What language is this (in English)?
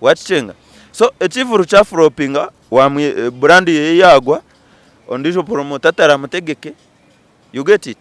Nyankole